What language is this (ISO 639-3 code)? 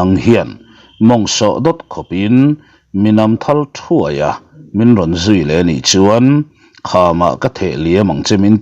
lus